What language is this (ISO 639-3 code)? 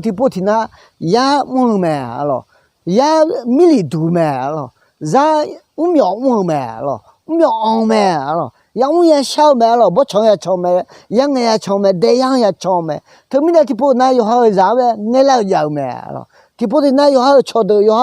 ahk